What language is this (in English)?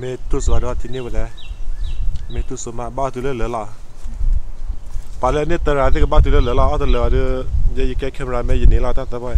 S'gaw Karen